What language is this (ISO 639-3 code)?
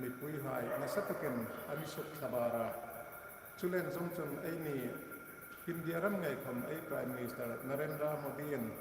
hmr